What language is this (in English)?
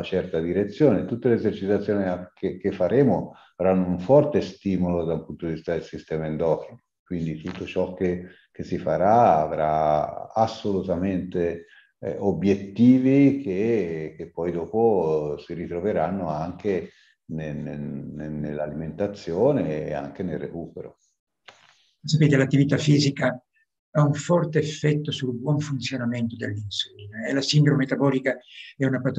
Italian